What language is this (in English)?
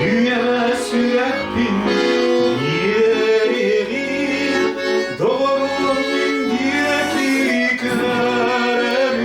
Yakut